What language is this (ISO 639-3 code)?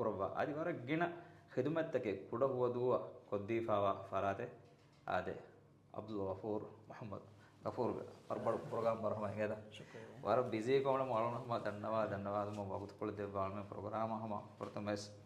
div